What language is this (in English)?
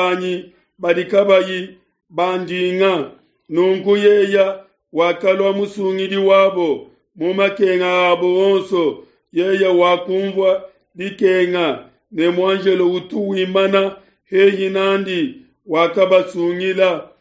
Luba-Lulua